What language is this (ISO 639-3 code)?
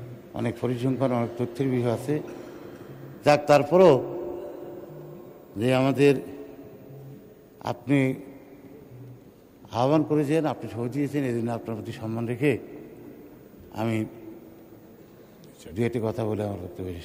ben